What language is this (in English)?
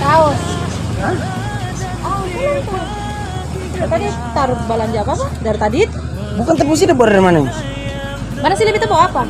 Ambonese Malay